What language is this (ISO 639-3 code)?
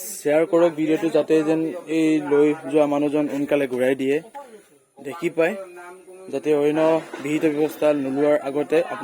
asm